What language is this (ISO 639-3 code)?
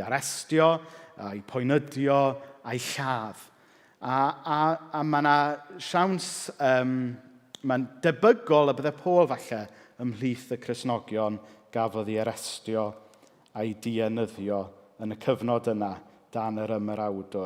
cym